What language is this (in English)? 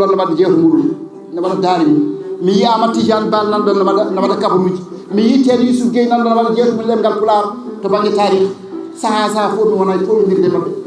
Fula